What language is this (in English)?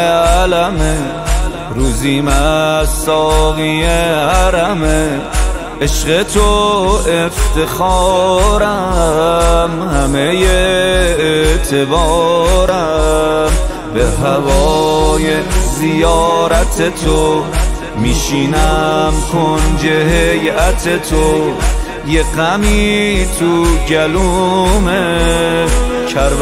Persian